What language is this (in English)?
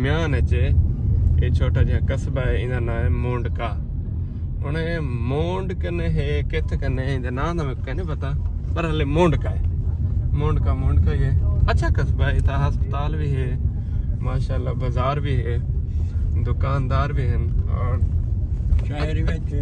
Saraiki